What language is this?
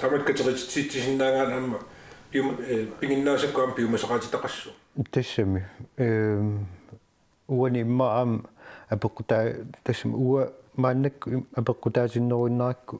Kalaallisut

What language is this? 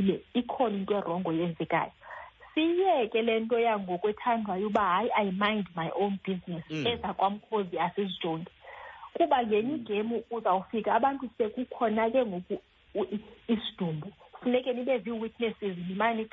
Xhosa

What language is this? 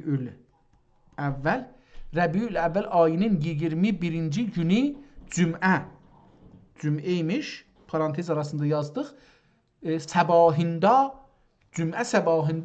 South Azerbaijani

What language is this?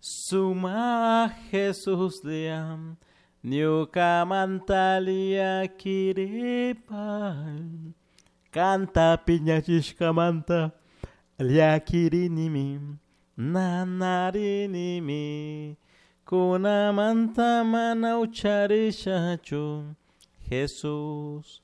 Chimborazo Highland Quichua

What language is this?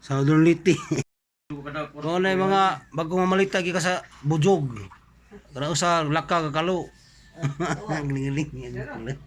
Cebuano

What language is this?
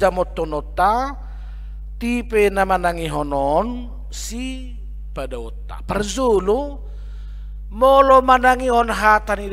Batak Toba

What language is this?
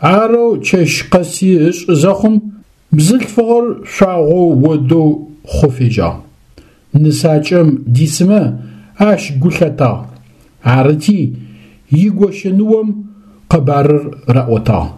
Adyghe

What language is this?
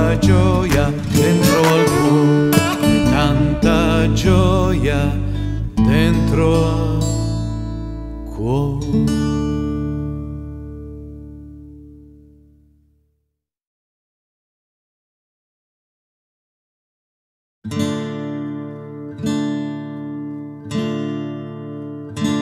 Italian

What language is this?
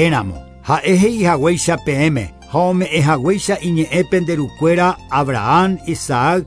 Guarani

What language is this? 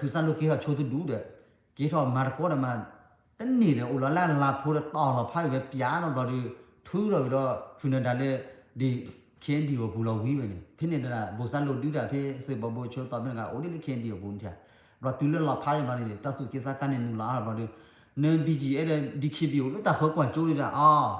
S'gaw Karen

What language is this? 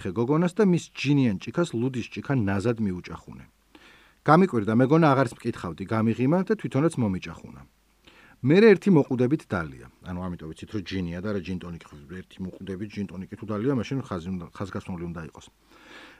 Georgian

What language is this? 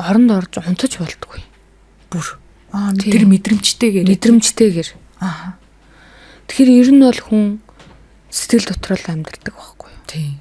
Mongolian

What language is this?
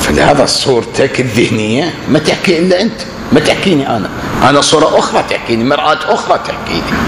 Mesopotamian Arabic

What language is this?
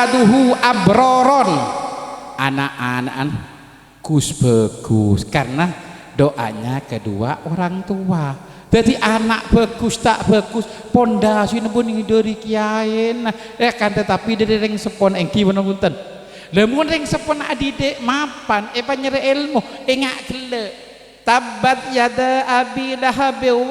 Madurese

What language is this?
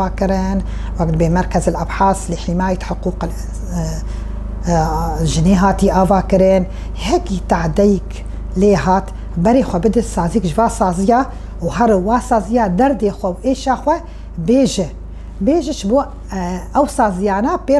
Kurdish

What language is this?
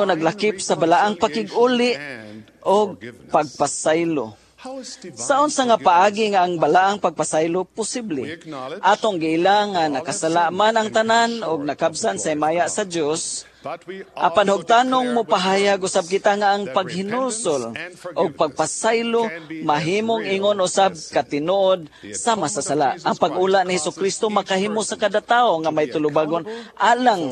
Cebuano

